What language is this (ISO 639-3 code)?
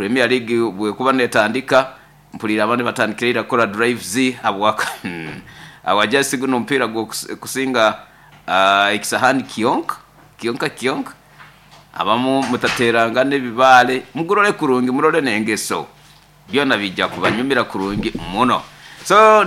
nyo